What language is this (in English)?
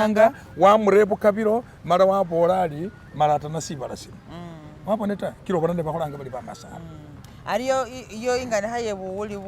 Masaaba